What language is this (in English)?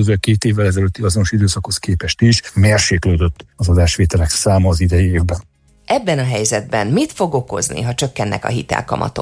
Hungarian